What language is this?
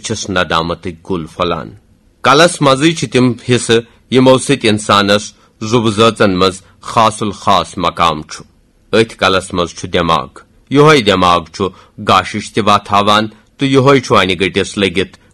Kashmiri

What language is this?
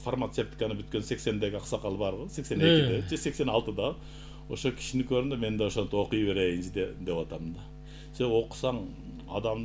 Kyrgyz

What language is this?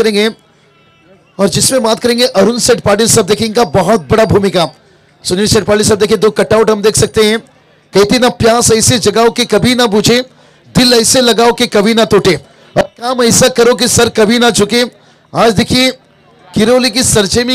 Hindi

